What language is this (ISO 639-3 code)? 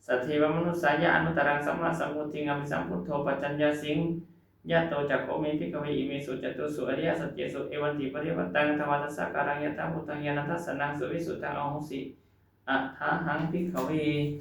pli